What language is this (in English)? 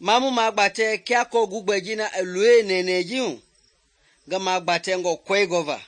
Mende